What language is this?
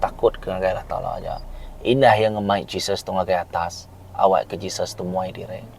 Iban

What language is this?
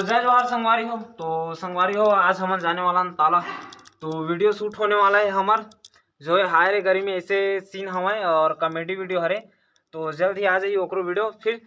Chhattisgarhi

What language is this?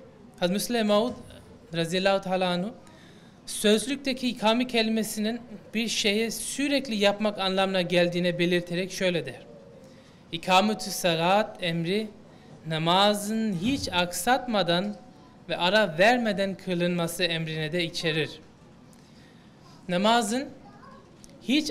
Turkish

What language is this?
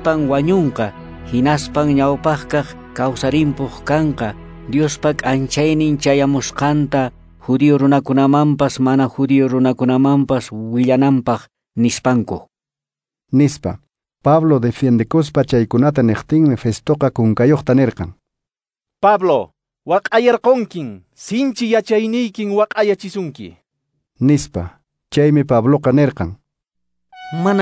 Quechua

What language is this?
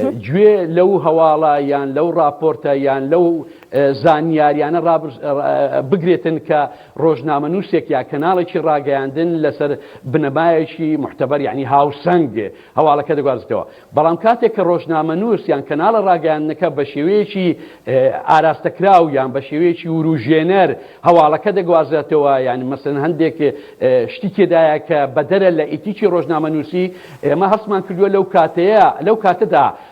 Central Kurdish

